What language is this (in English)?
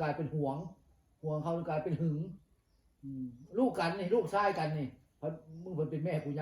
Northeastern Thai